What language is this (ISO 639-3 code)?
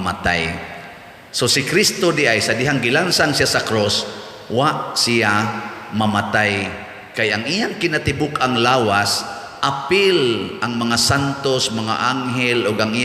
ceb